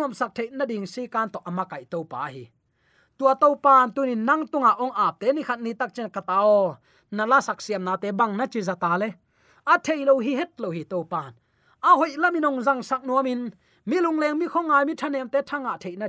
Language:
Tedim Chin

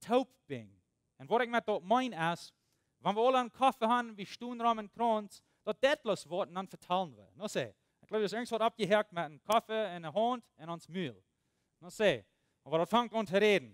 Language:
Plautdietsch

